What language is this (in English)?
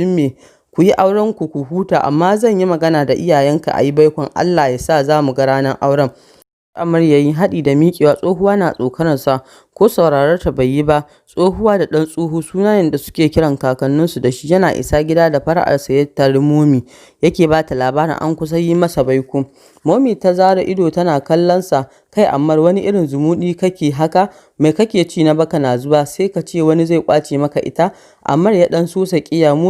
Hausa